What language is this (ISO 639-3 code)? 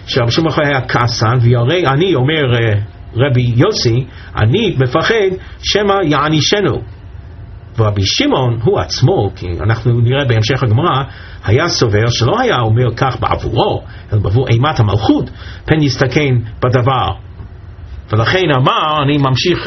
heb